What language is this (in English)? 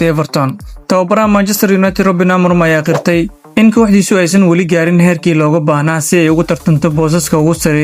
Somali